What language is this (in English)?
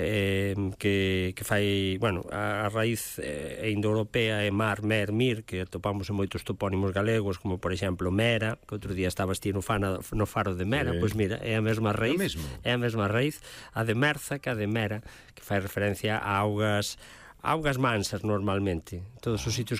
Galician